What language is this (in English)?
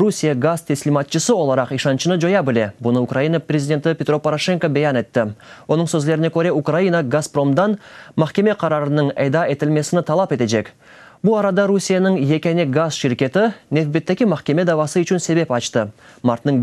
Crimean Tatar